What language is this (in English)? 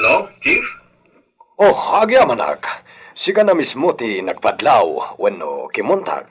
Iloko